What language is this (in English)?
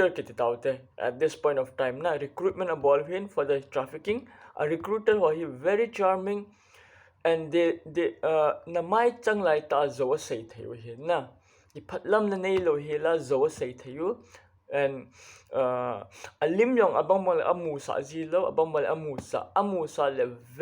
Thado Chin